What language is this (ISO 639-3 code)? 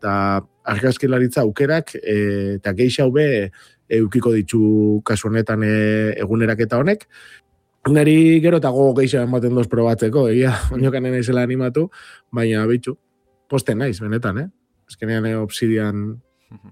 eus